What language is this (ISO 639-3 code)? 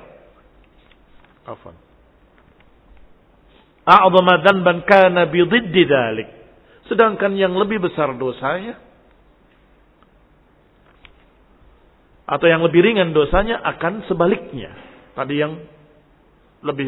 ind